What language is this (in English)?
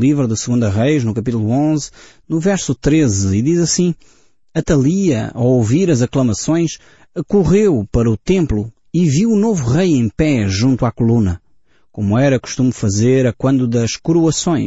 Portuguese